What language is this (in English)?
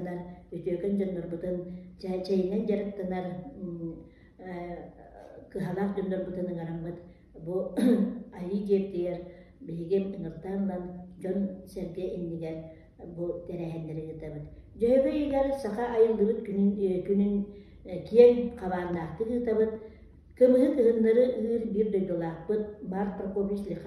Yakut